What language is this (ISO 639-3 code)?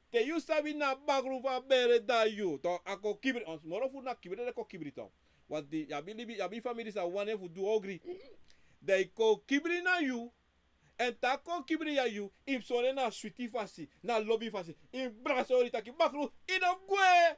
srn